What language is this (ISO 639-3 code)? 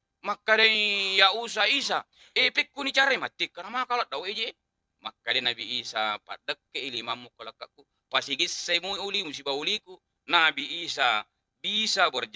bug